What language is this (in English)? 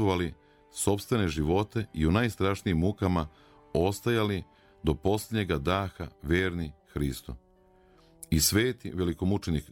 Serbian